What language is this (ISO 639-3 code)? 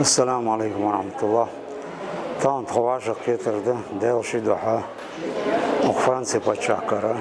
inh